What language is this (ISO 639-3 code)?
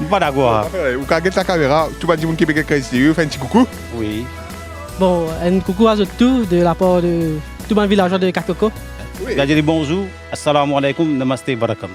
mfe